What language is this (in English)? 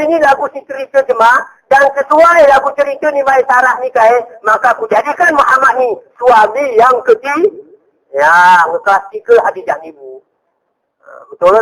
Gayo